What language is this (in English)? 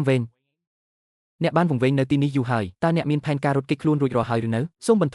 Khmer